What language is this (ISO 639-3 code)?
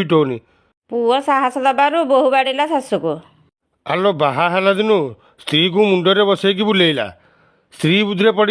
ori